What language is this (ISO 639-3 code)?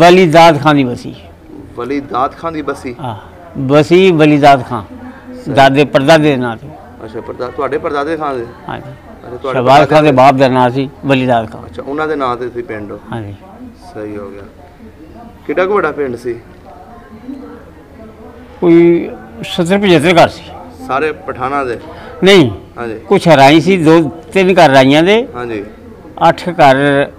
pan